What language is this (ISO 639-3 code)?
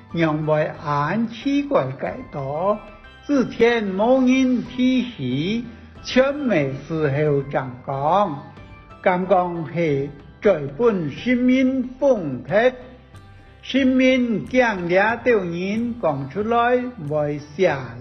hak